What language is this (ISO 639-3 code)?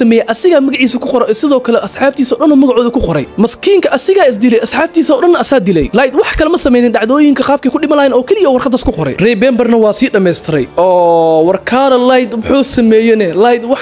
som